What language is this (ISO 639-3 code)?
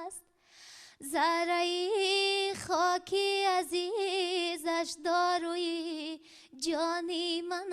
tgk